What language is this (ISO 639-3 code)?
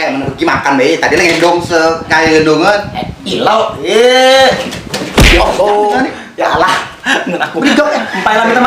mui